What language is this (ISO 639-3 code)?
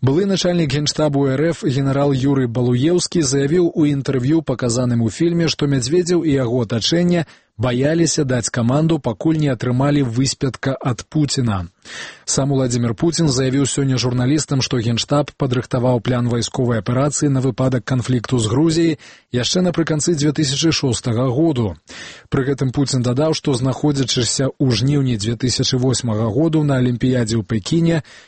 bel